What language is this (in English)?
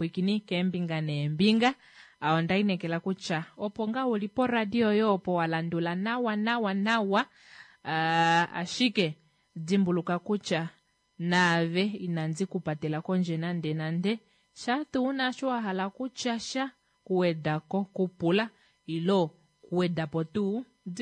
Kuanyama